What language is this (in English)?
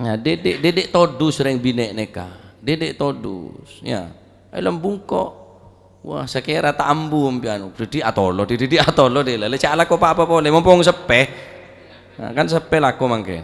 Madurese